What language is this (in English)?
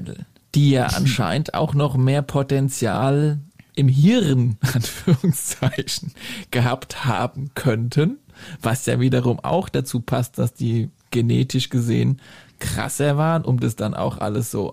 German